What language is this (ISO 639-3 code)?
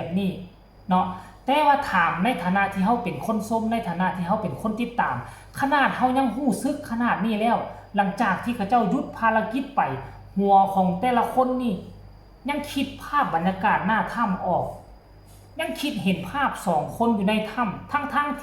tts